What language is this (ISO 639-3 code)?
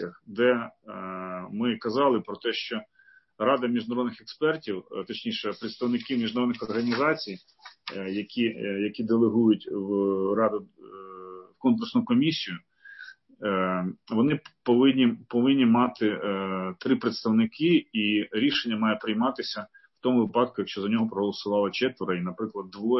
ukr